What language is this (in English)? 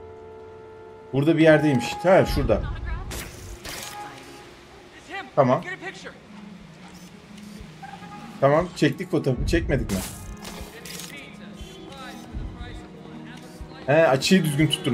Turkish